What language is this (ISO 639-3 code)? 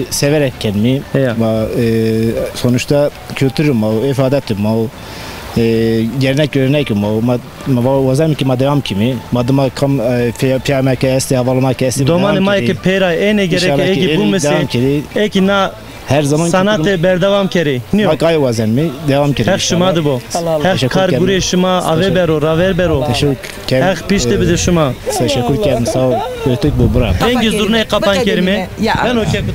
zza